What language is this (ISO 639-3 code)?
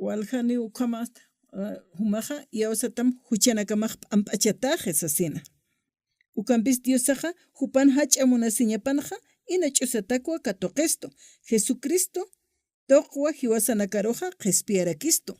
aym